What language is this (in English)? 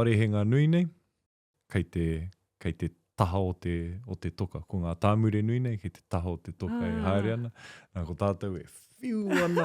Māori